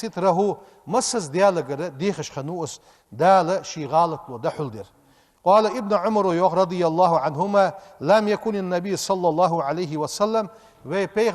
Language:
Ingush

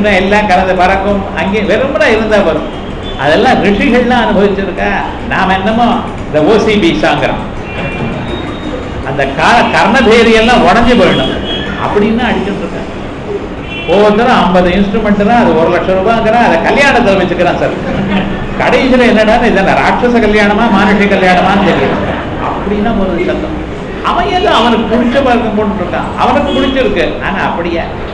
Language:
Tamil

